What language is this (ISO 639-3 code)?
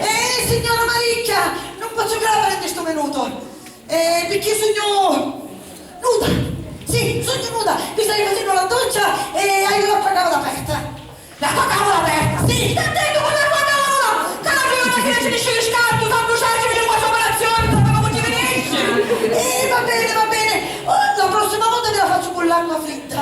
scn